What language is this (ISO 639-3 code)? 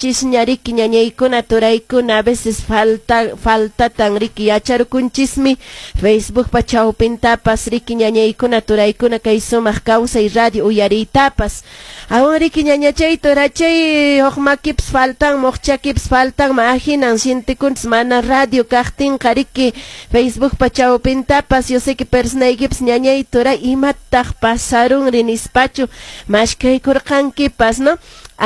que